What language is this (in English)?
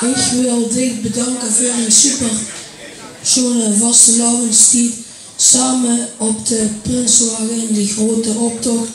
Limburgish